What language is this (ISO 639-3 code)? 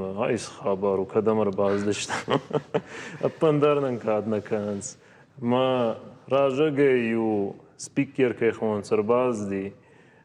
oss